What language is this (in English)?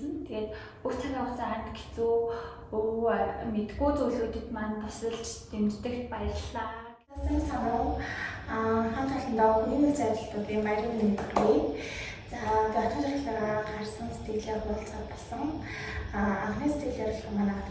Mongolian